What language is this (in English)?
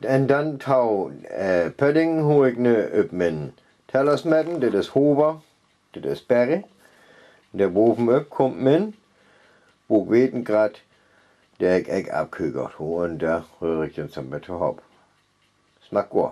Northern Frisian